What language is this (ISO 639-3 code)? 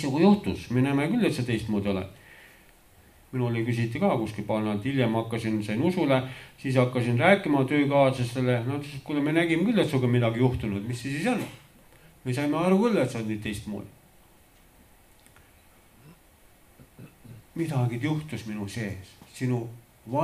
est